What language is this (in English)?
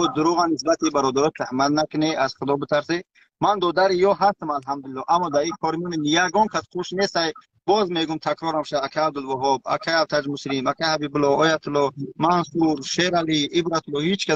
Tajik